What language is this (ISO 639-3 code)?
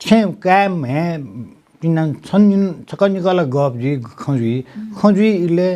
new